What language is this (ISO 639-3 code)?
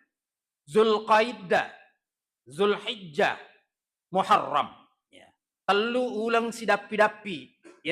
bug